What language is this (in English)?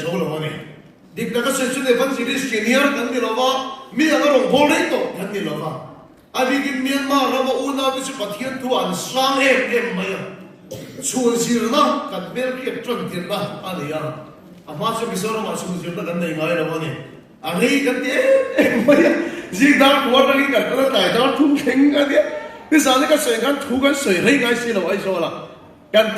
Mizo